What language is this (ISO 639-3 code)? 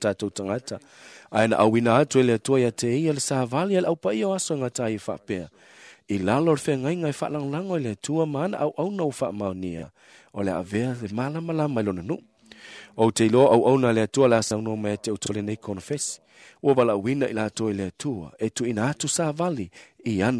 smo